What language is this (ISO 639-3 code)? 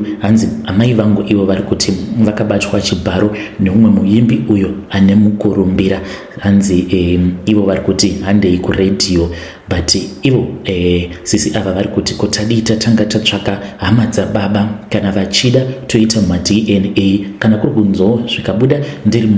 sna